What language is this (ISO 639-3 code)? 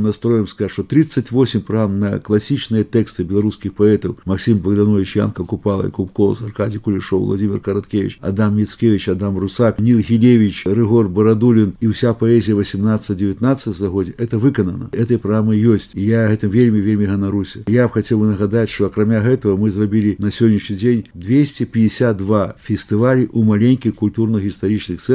bel